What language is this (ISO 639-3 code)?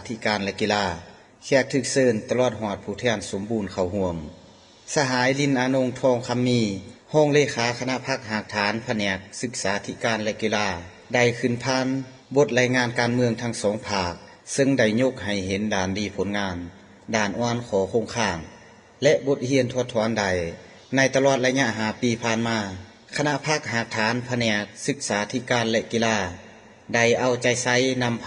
lao